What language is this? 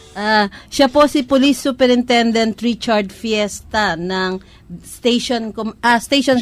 Filipino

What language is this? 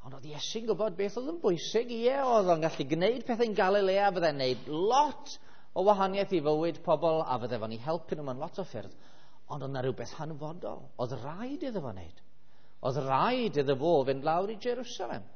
Welsh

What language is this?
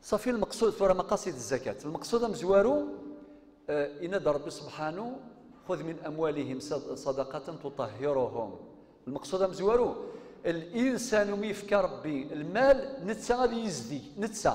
Kabyle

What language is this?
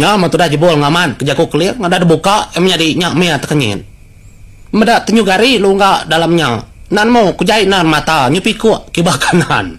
Iban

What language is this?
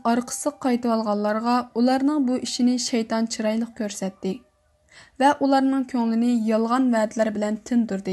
Uyghur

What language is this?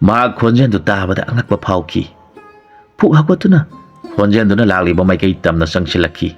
Manipuri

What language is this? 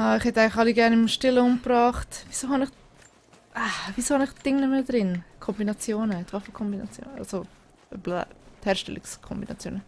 Swiss German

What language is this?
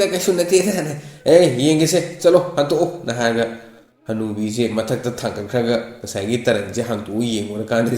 Manipuri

